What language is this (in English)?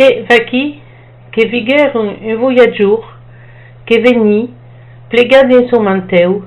Occitan